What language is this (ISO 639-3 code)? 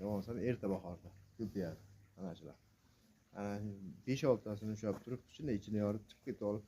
uzb